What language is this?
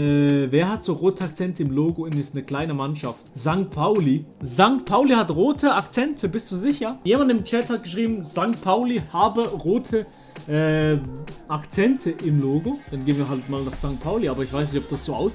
Swiss German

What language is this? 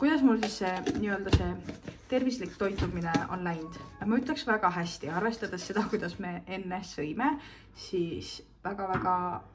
Estonian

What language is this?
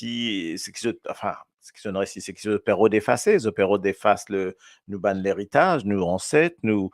Morisyen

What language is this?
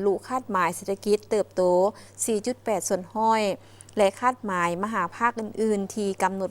Lao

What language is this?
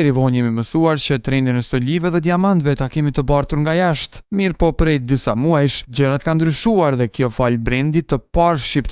Albanian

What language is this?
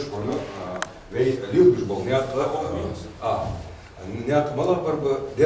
Ingush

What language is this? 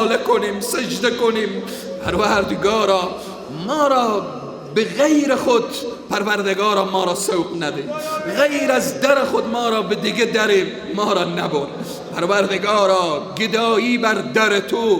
Persian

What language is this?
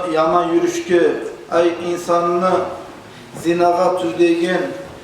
Kumyk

